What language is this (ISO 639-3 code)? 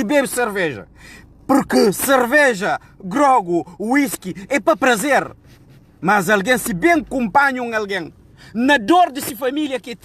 kea